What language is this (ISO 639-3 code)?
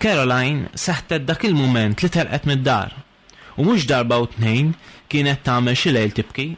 mlt